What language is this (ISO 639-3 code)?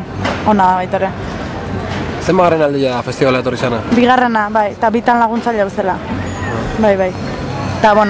eus